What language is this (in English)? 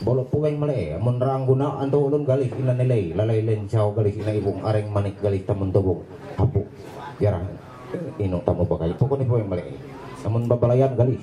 Ma'anyan